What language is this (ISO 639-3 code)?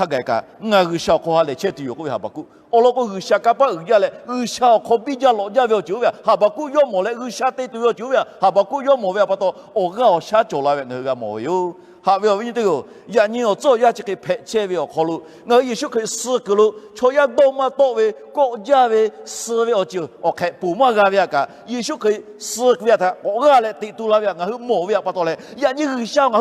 lhu